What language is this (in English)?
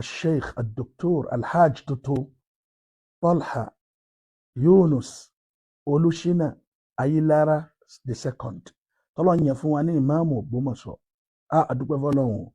Yoruba